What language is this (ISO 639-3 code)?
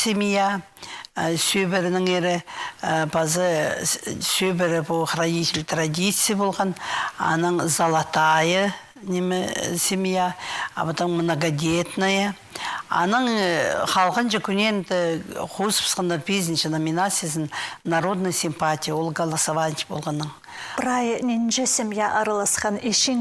kjh